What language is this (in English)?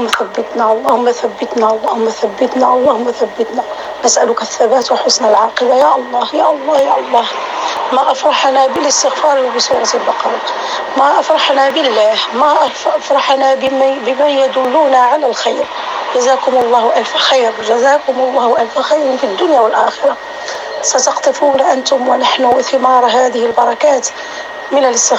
North Levantine Arabic